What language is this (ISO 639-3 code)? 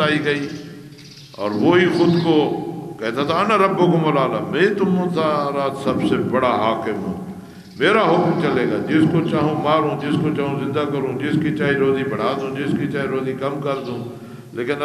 urd